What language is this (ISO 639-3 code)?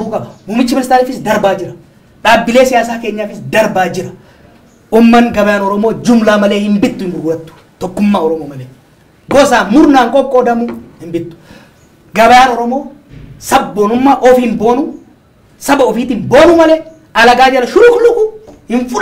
orm